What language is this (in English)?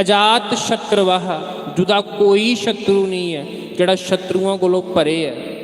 Dogri